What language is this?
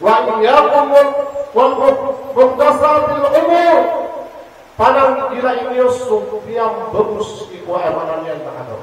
Maranao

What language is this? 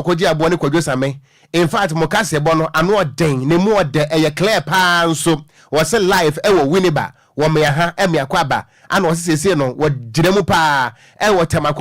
Akan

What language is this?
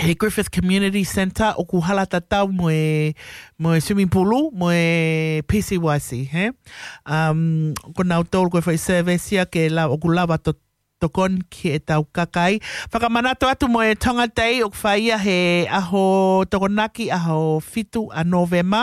Tongan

